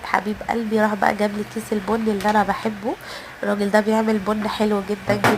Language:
Egyptian Arabic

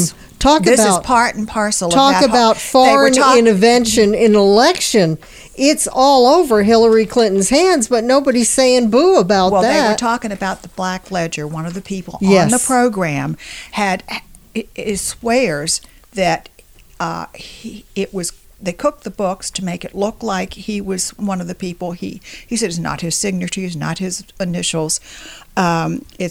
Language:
English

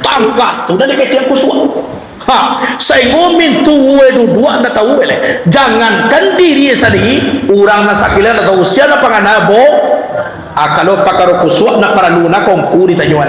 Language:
Minangkabau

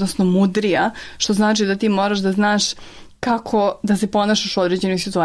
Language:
Serbian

